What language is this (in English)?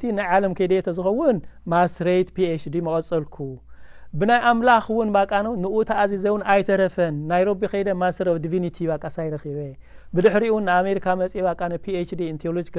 Tigrinya